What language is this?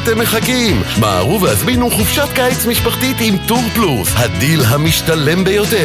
Hebrew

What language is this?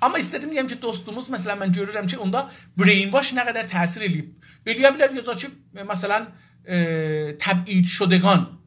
South Azerbaijani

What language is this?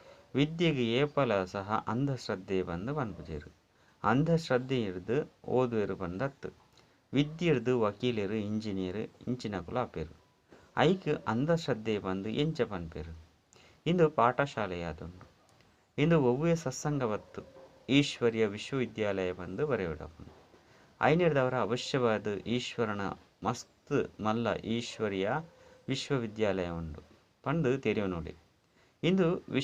Tulu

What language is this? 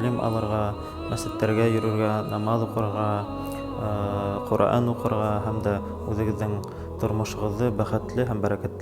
Bashkir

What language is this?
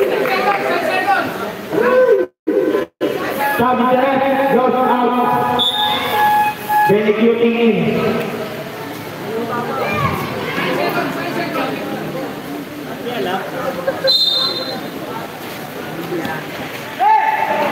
Filipino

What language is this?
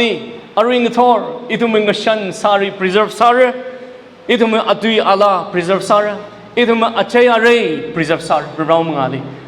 Tangkhul Naga (India)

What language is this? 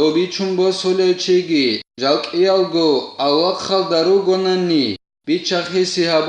Avaric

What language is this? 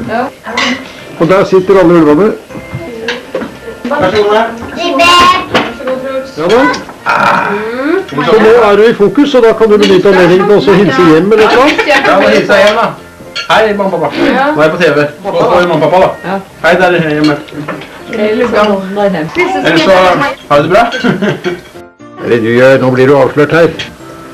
Norwegian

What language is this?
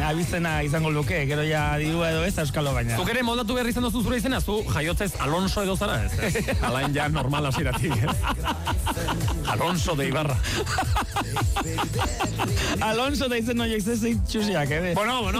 Basque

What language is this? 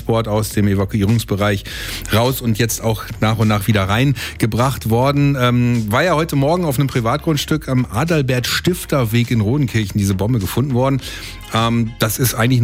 German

